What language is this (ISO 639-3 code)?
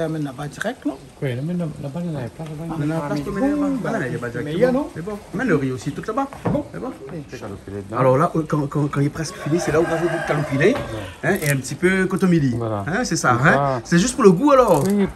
rcf